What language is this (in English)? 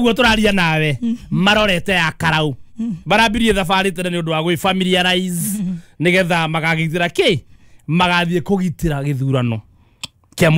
Kikuyu